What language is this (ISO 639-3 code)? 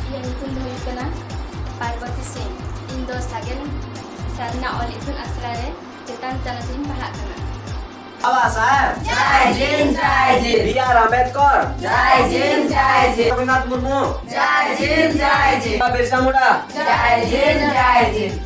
sat